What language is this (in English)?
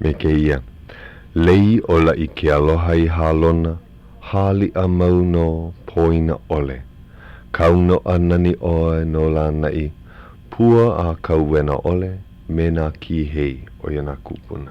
Hawaiian